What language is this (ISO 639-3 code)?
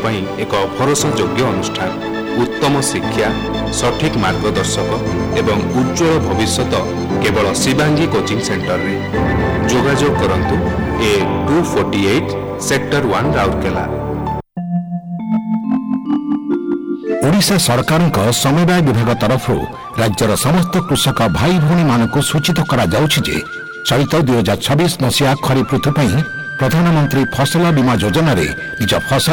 ori